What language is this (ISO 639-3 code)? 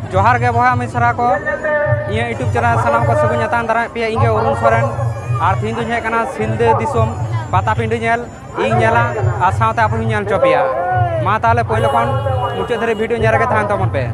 sat